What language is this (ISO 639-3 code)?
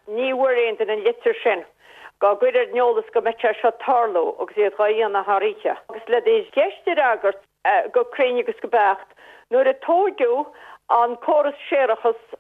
gle